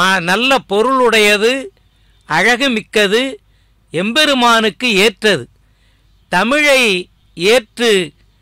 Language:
Tamil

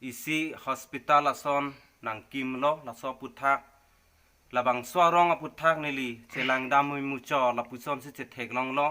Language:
Karbi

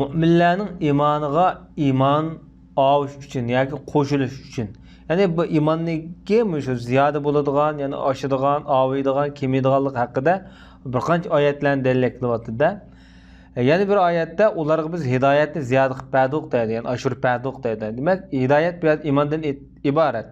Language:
Uyghur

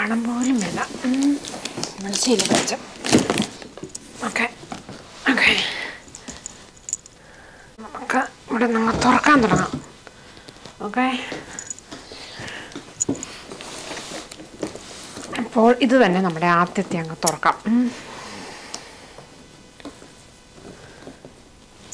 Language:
Malayalam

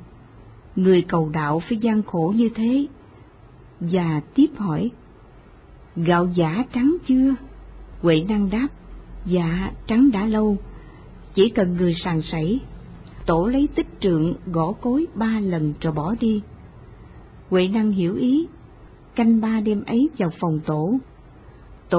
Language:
Vietnamese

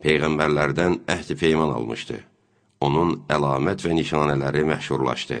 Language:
Azerbaijani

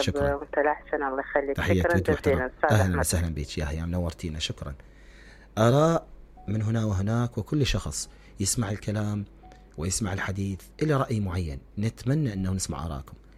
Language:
Mesopotamian Arabic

